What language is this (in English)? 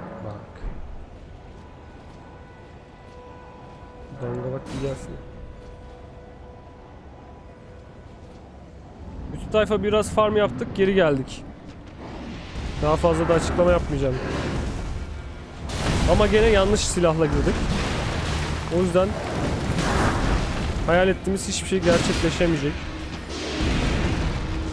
Turkish